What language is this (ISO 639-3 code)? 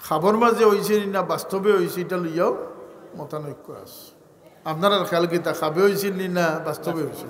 syl